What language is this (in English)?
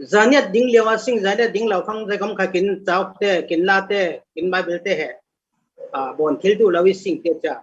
Falam Chin